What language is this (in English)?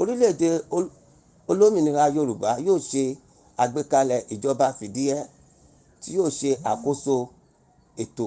Yoruba